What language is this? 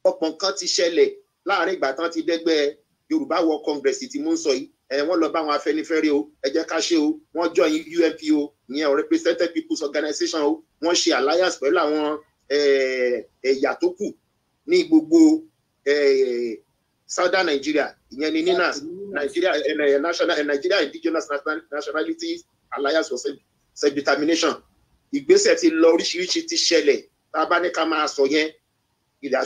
Yoruba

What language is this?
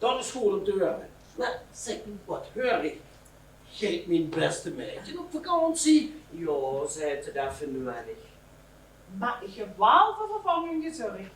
Limburgish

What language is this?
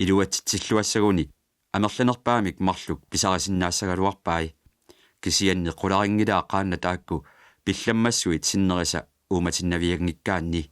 Kalaallisut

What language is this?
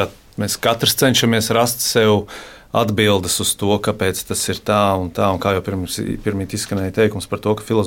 Latvian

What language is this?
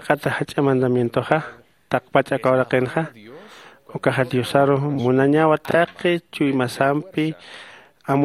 Aymara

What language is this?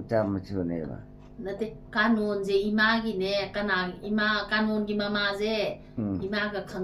Manipuri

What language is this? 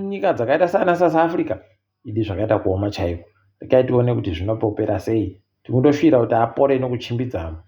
Ndau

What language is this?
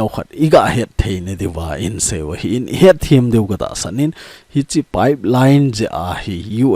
Thado Chin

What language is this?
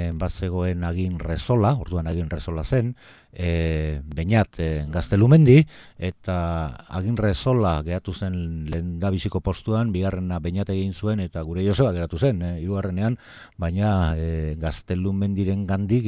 Basque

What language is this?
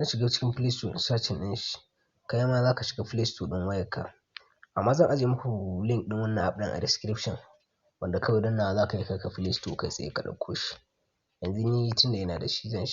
Hausa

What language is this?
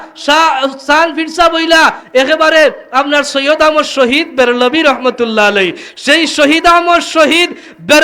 Sylheti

